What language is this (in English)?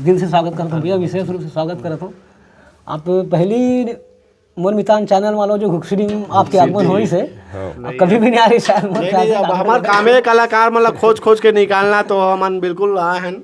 Chhattisgarhi